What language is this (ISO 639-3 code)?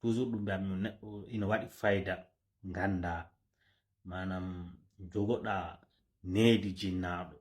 ful